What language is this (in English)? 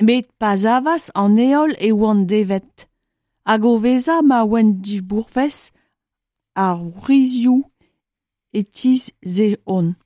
Breton